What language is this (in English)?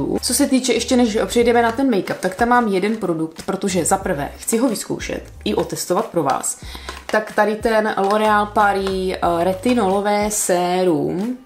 Czech